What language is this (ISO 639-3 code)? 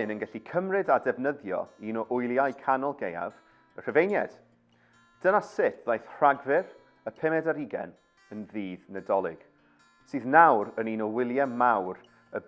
cym